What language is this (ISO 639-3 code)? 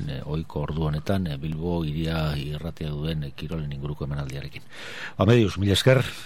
eus